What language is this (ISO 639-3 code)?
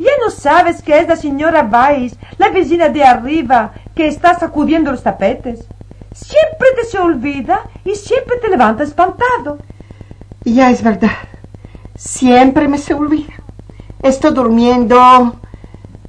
lad